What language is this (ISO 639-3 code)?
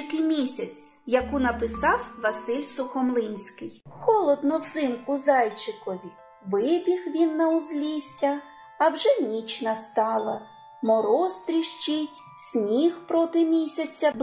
ukr